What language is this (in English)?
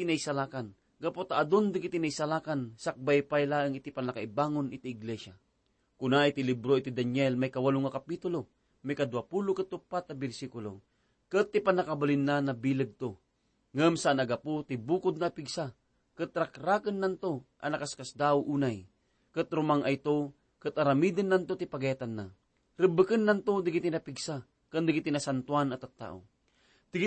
Iloko